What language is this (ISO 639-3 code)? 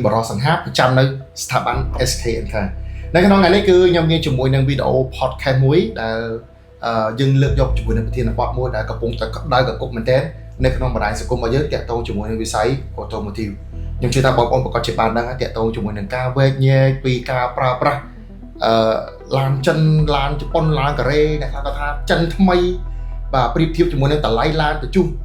khm